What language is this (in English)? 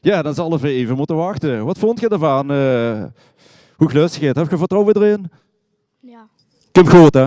Limburgish